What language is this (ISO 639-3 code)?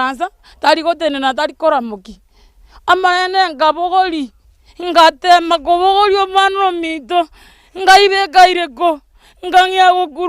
guz